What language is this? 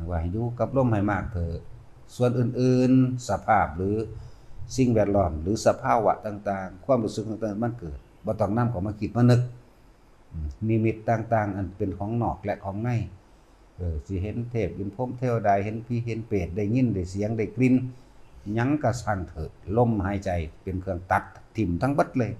Lao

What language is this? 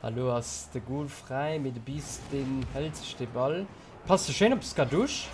Luxembourgish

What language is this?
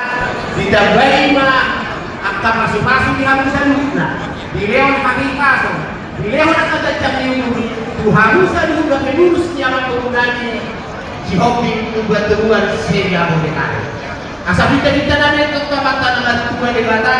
Batak Toba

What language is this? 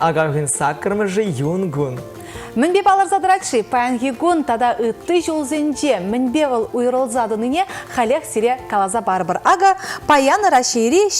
Chuvash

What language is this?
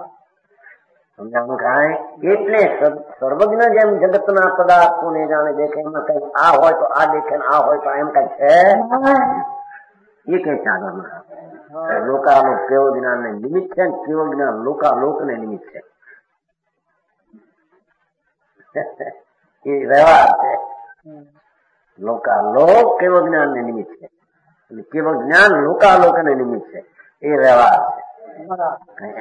Gujarati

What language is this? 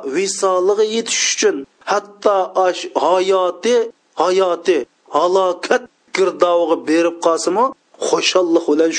Uyghur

